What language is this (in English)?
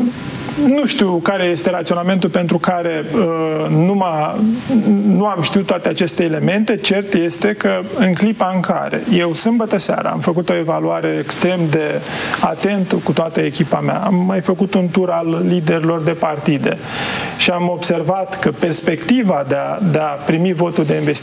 Romanian